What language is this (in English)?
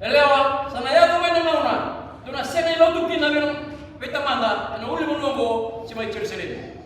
Fijian